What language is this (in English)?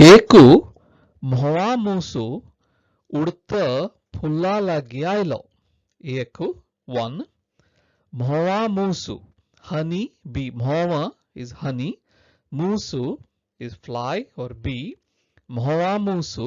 Konkani